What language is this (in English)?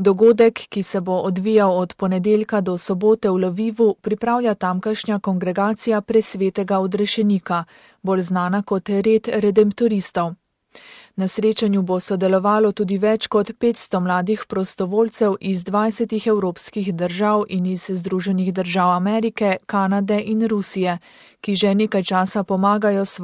Slovenian